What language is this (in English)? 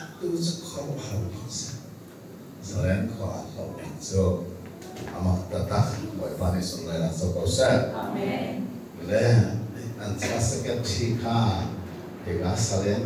Hakha Chin